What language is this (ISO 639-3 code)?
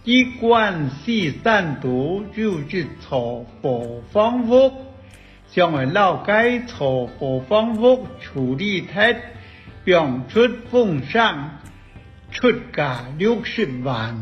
hak